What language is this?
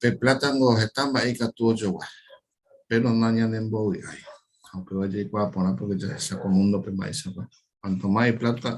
Guarani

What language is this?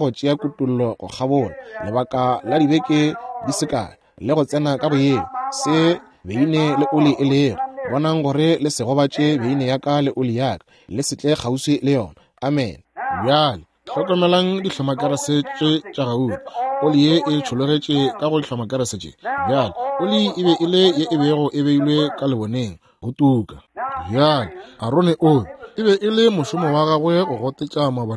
Northern Sotho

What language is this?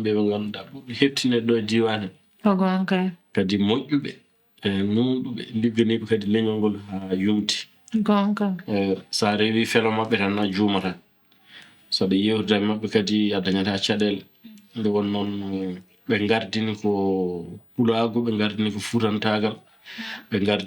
Fula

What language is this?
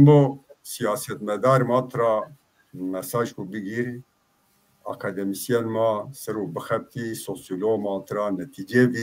Zaza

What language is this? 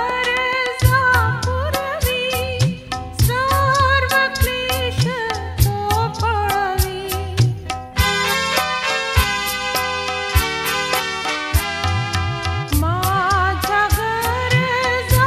Marathi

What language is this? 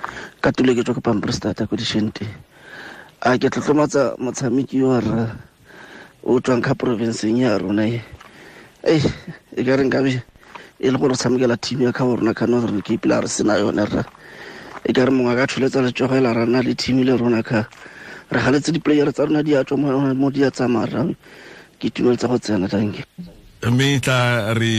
Tswana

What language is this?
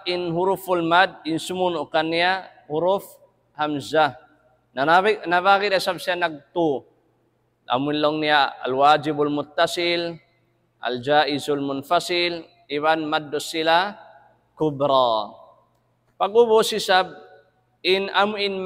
Tausug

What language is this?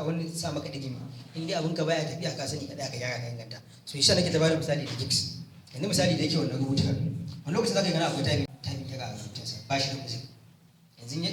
Hausa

